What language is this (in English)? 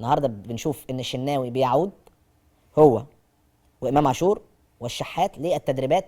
Egyptian Arabic